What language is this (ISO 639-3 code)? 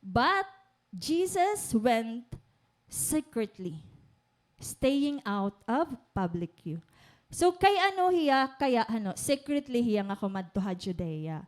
war